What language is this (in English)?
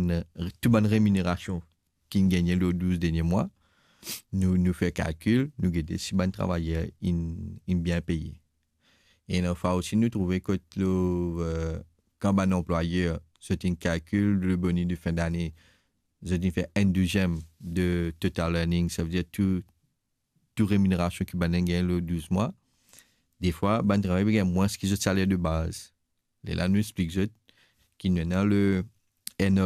Morisyen